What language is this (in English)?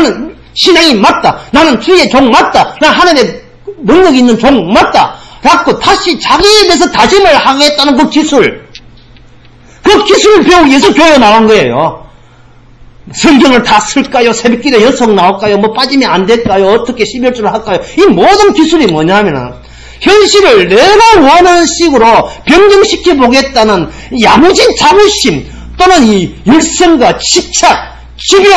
Korean